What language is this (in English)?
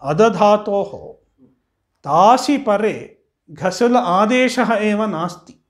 Sanskrit